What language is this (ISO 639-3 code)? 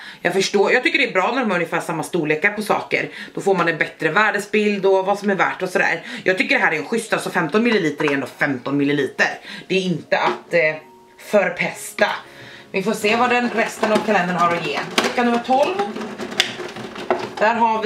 swe